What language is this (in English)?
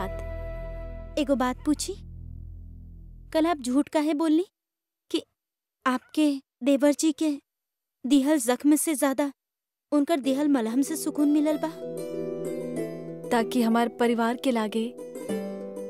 Bhojpuri